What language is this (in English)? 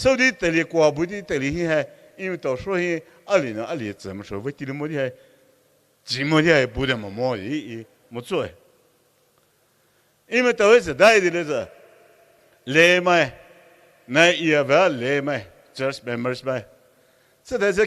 Poumei Naga